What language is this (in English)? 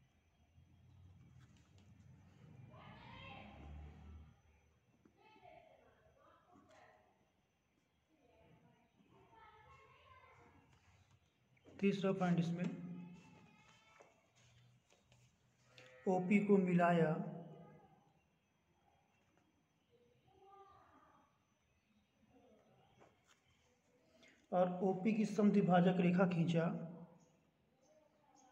Hindi